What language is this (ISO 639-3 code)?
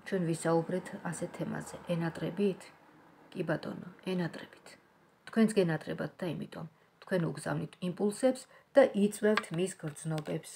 kat